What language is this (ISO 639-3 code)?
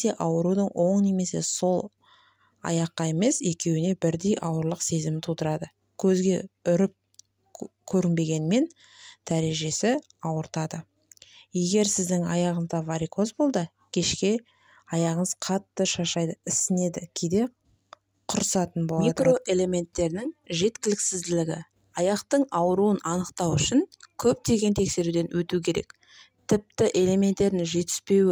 kaz